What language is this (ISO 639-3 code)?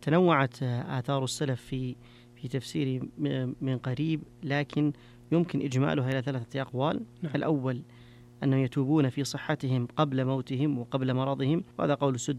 ara